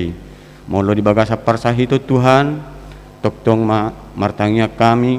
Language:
Batak Toba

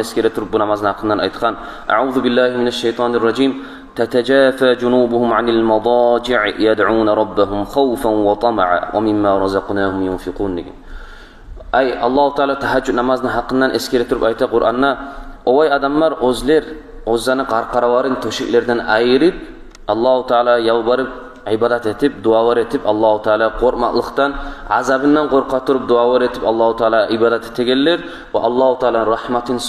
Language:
Kumyk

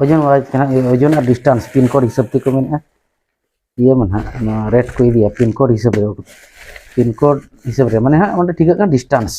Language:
Santali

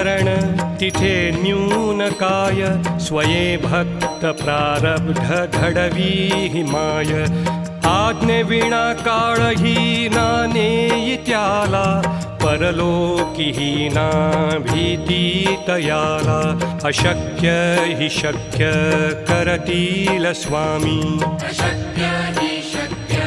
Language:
Marathi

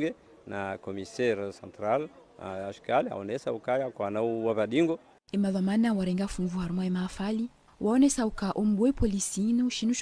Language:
Ngazidja Comorian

